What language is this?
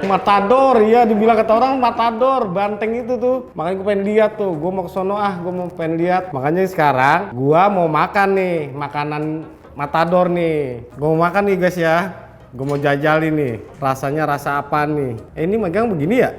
Betawi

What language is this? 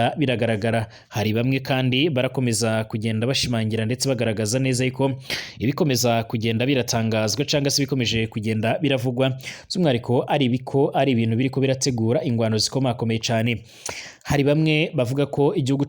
Rundi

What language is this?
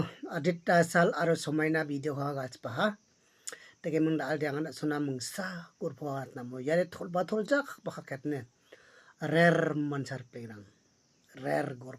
Garo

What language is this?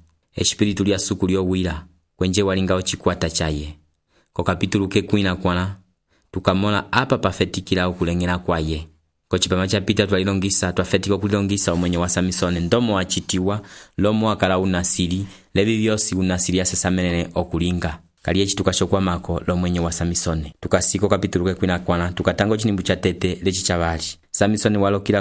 Umbundu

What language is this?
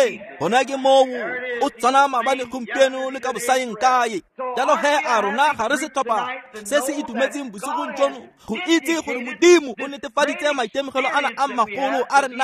Tswana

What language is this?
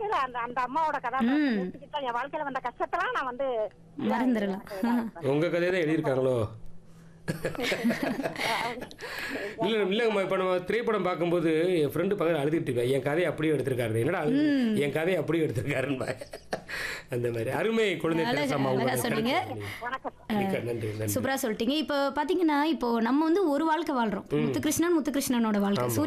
Tamil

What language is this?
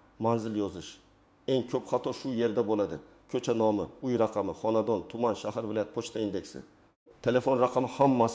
Uzbek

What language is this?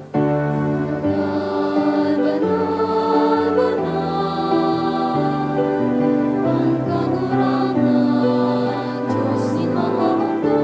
Bikol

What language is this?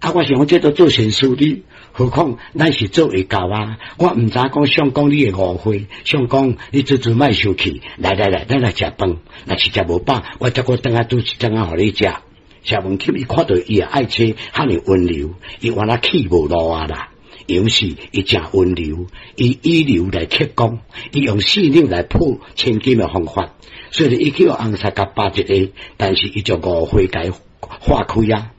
Min Nan Chinese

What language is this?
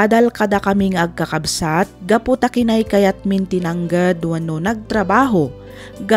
Iloko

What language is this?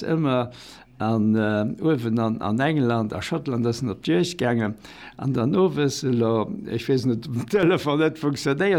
Luxembourgish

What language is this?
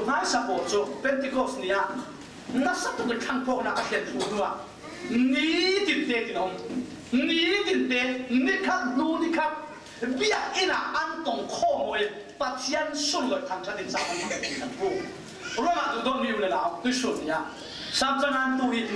Falam Chin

